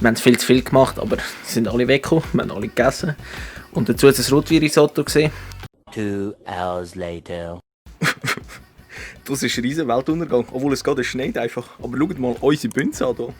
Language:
Swiss German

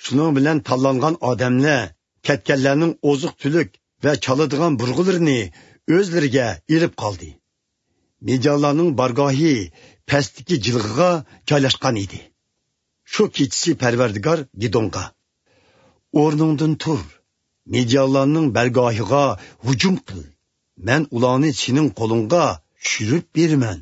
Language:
Uyghur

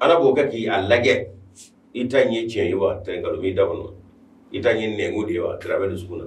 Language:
Bambara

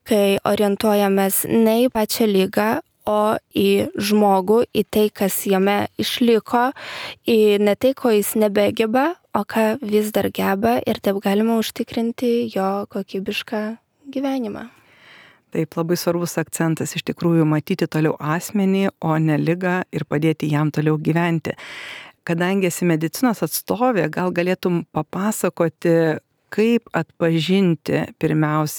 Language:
Lithuanian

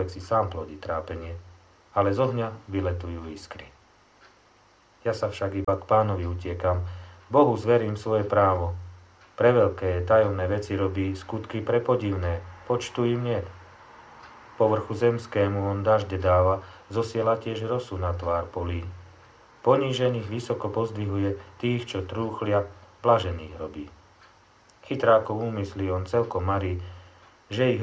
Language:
Slovak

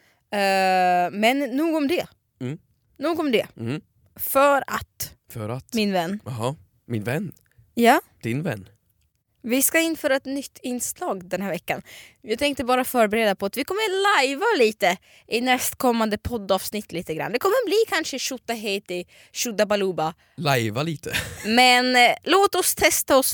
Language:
Swedish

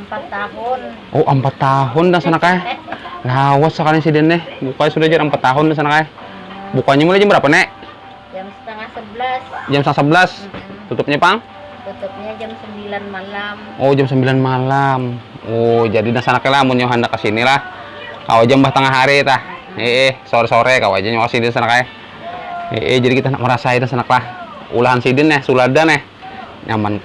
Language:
Banjar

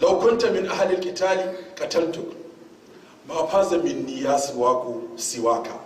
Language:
Hausa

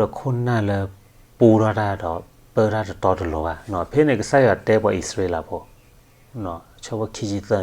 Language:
S'gaw Karen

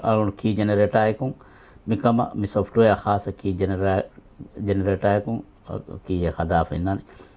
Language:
Divehi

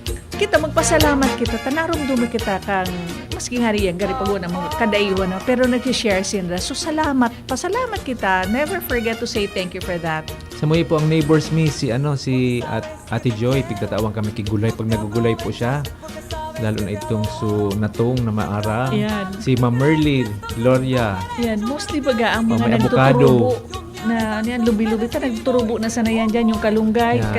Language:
Bikol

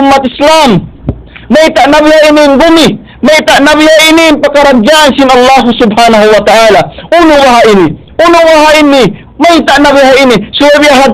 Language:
Tausug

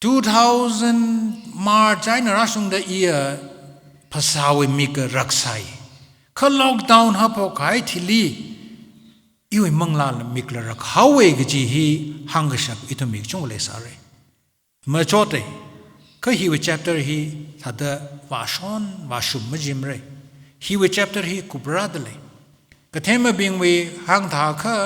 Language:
Tangkhul Naga (India)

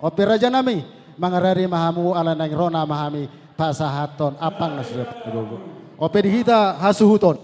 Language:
Batak Toba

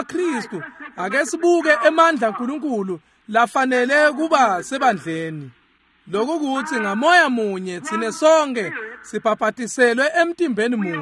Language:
Swati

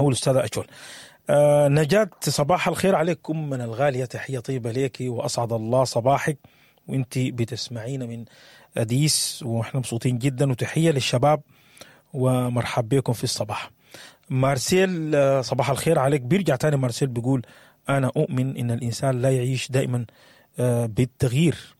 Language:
Sudanese Arabic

